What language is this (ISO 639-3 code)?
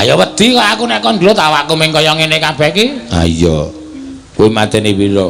jav